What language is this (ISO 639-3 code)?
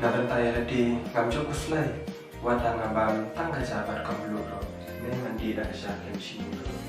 kha